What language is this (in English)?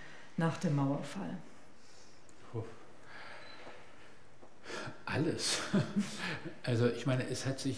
German